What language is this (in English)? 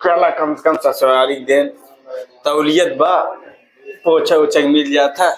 Awadhi